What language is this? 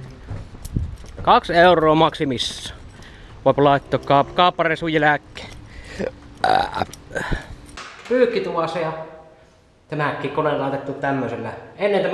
Finnish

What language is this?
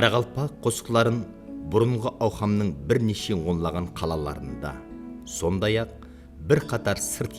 Kara-Kalpak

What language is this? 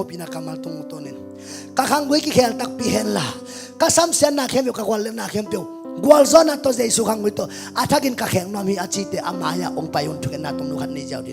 Tedim Chin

